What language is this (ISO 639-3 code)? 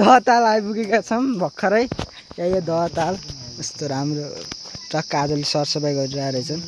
nep